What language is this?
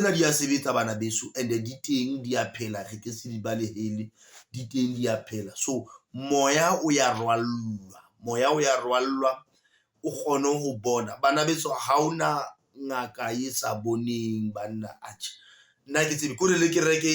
Southern Sotho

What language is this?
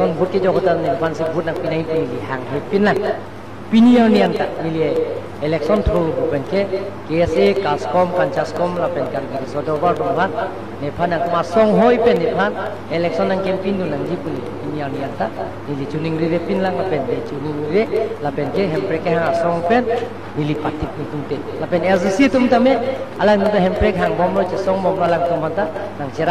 Karbi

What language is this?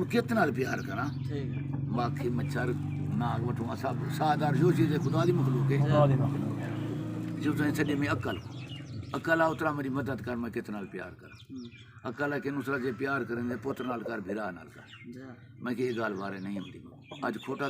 Saraiki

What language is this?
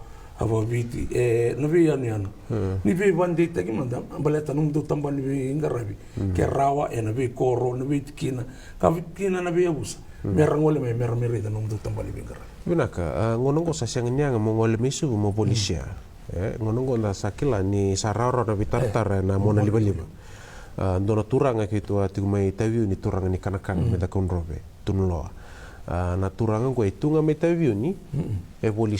Fijian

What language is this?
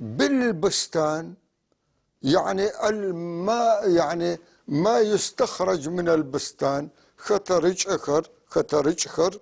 North Levantine Arabic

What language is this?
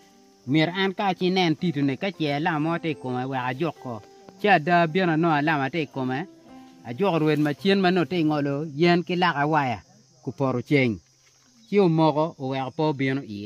Acoli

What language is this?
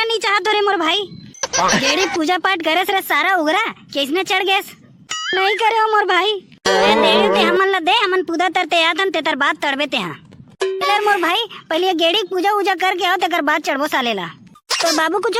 Chhattisgarhi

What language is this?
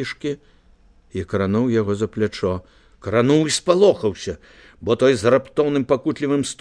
Belarusian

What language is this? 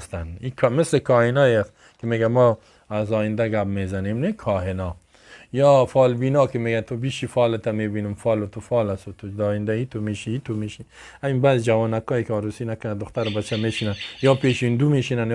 Persian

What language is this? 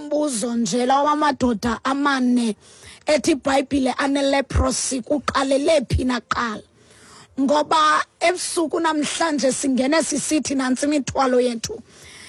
Xhosa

